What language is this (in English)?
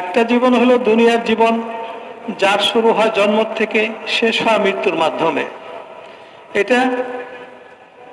Bangla